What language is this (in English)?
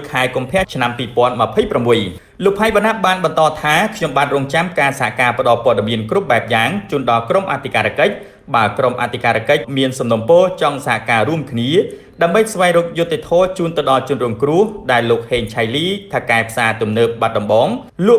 Khmer